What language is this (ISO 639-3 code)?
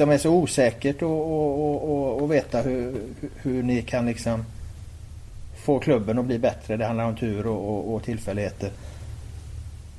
swe